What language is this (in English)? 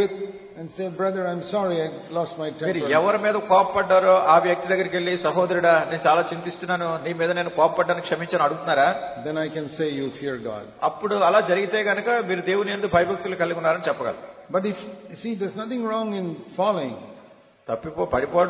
Telugu